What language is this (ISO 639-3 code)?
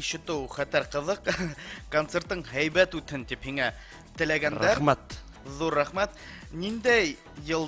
bak